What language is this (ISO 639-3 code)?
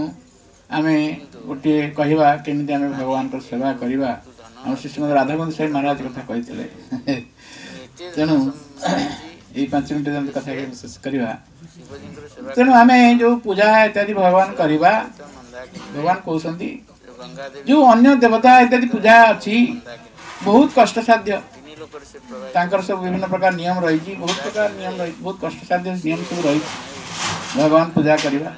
ori